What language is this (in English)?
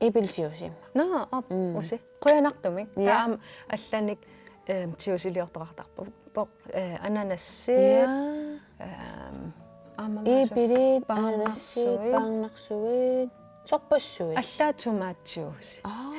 Kalaallisut